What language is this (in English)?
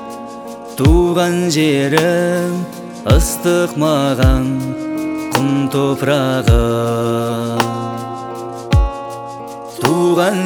Kazakh